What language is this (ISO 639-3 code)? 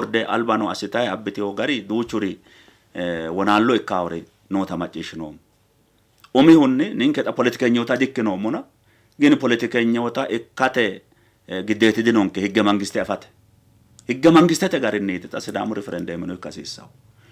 sid